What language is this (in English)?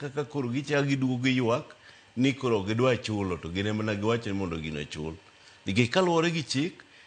Luo (Kenya and Tanzania)